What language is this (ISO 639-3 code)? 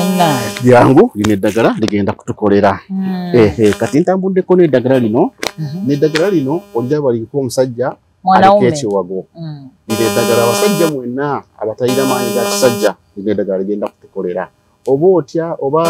lug